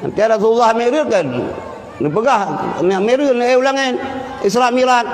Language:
Achinese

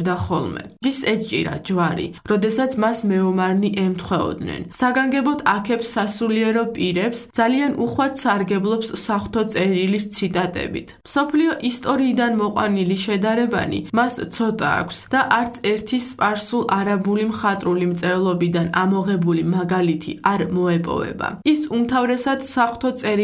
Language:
Georgian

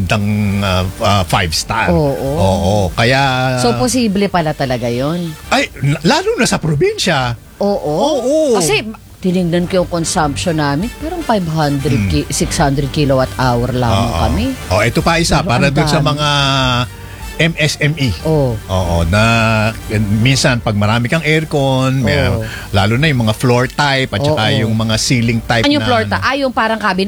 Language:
Filipino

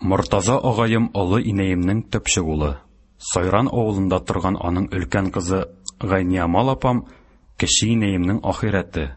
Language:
Tatar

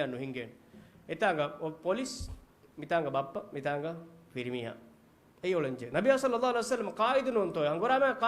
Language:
Divehi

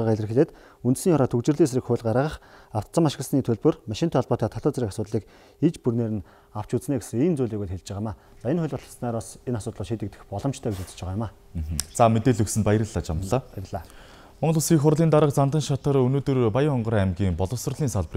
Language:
Mongolian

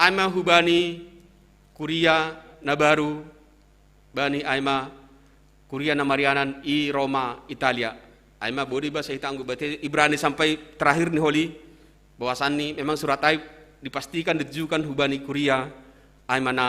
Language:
Batak Simalungun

